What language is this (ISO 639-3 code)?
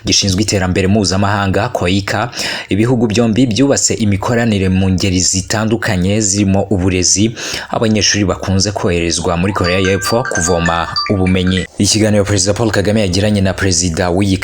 kin